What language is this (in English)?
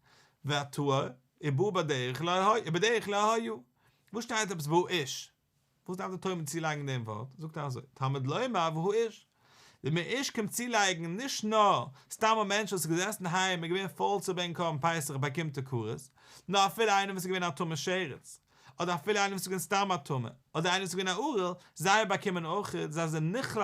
Yiddish